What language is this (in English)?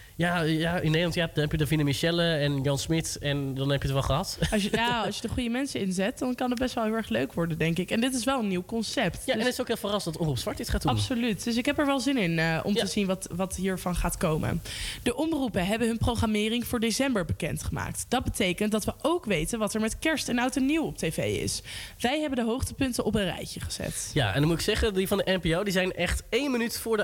Dutch